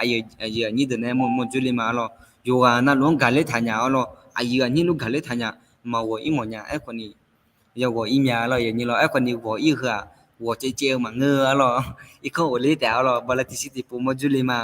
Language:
Akha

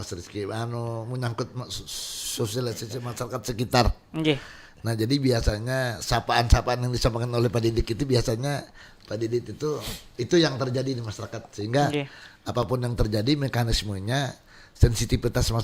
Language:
Banjar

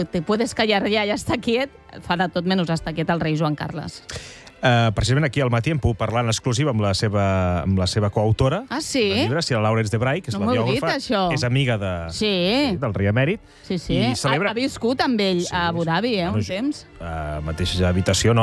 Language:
Catalan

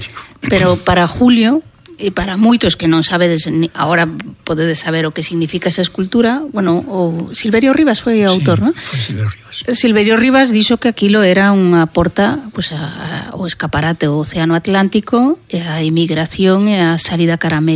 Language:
Galician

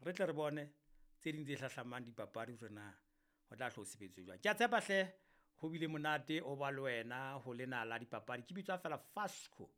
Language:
Southern Sotho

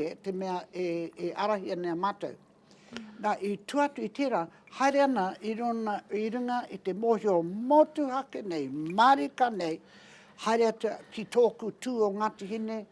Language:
Māori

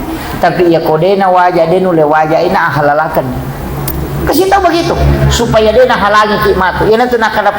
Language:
Buginese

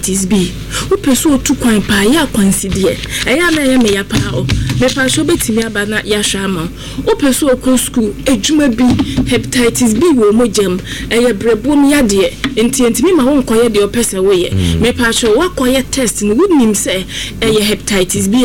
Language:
Akan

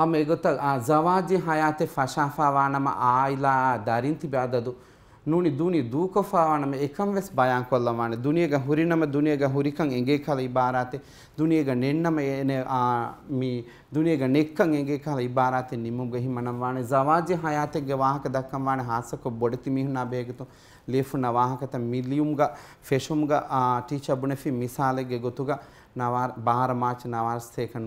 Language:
Divehi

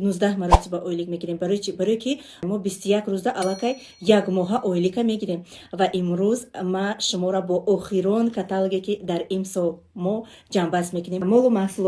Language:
Tajik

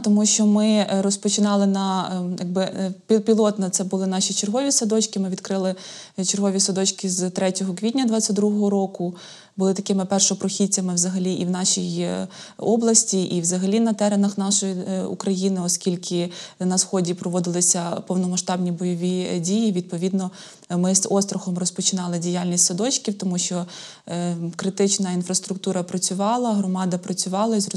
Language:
Ukrainian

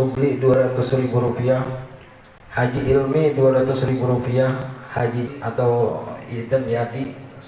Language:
Banjar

